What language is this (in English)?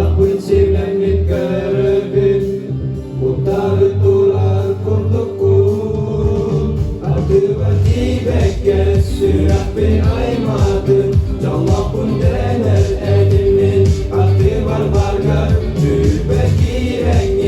Yakut